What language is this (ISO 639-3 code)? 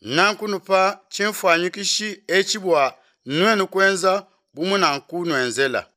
lua